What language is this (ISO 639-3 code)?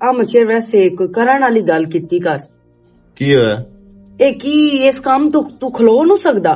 lah